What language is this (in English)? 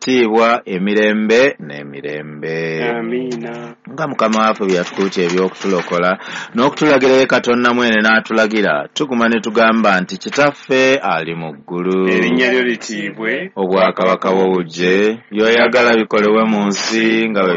Ganda